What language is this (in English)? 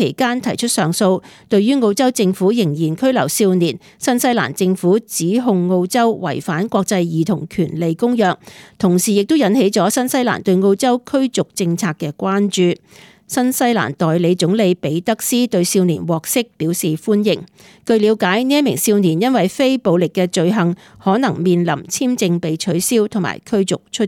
Cantonese